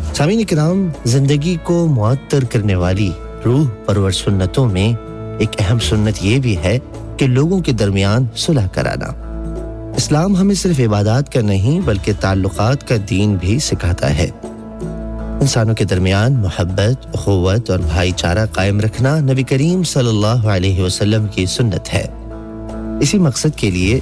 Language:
Urdu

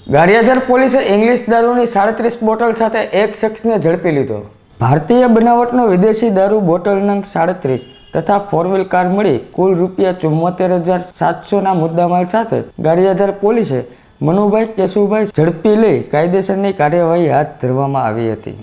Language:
Gujarati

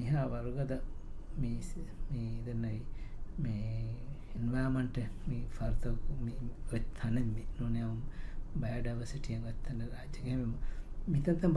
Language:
Divehi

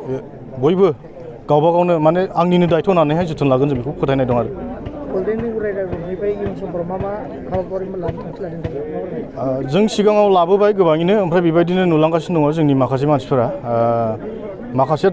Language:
Bodo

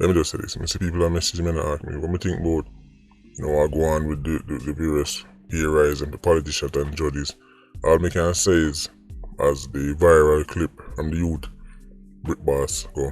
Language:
Jamaican Creole English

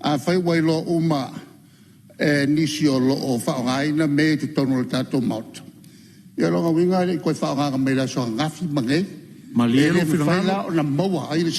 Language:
Samoan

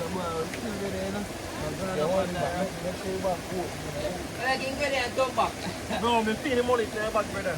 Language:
Jamaican Creole English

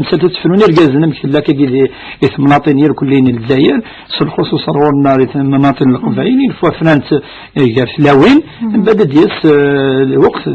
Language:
Kabyle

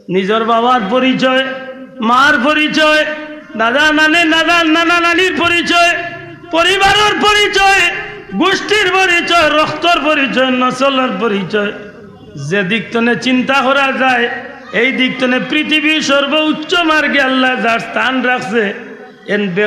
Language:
Sylheti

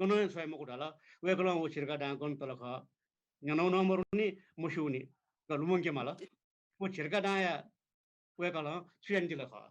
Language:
Newari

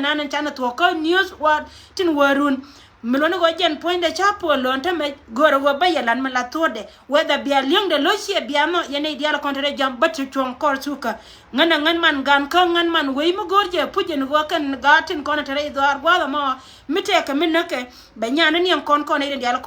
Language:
Nuer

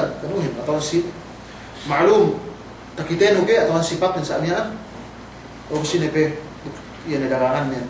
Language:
Yakan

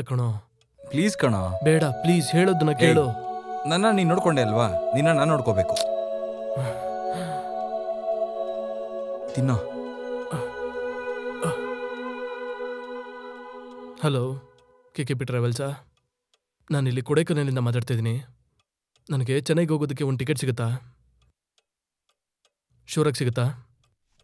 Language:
Kannada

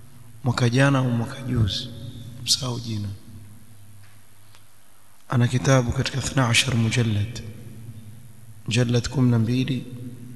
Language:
Swahili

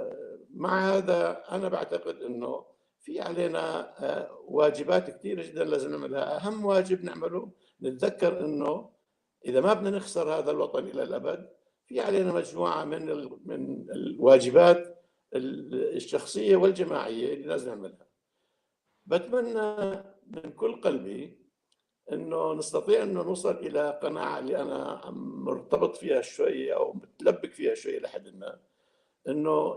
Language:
North Levantine Arabic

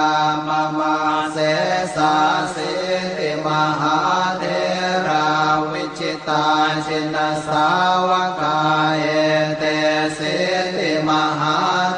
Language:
Pali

